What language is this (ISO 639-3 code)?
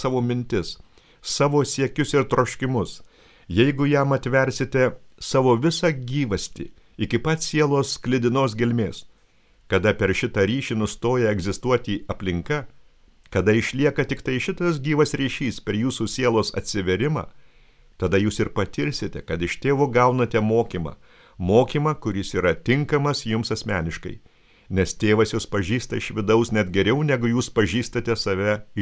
lit